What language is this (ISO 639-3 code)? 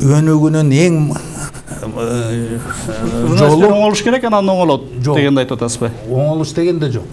kir